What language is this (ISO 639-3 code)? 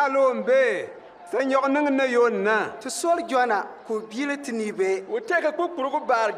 bim